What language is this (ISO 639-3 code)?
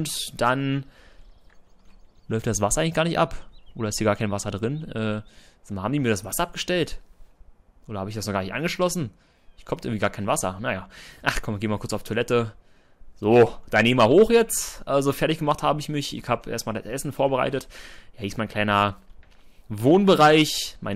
deu